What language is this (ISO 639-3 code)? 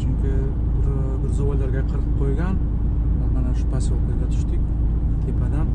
uzb